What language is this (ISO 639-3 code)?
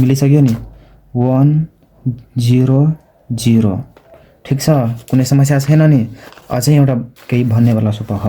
nep